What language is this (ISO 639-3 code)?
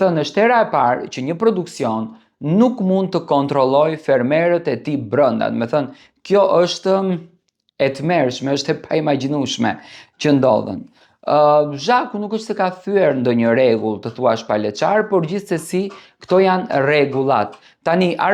sqi